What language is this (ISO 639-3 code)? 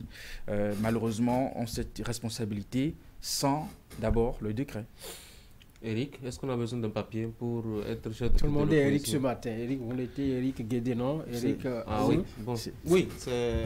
fra